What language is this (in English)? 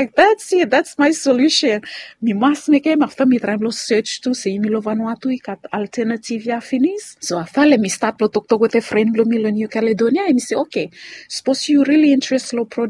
Bislama